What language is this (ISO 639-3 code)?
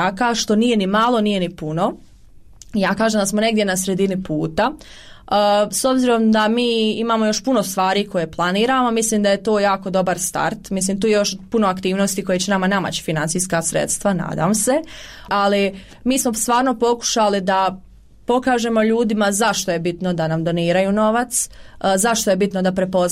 hrv